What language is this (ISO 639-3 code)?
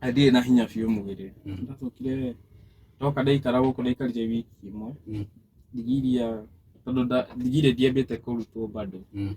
kik